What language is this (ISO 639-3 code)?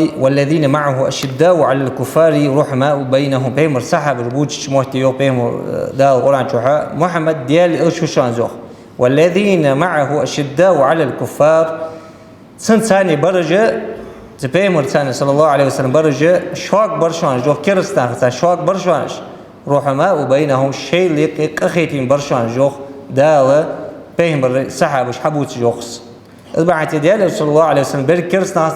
inh